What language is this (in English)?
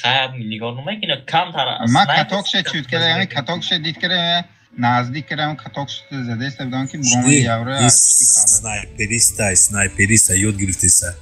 Tajik